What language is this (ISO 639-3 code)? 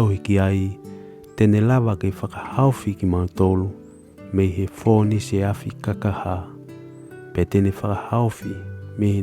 ton